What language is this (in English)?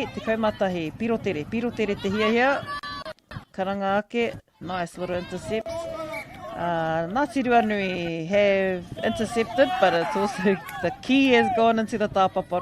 Māori